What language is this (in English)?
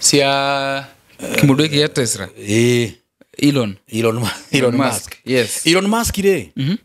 Kikuyu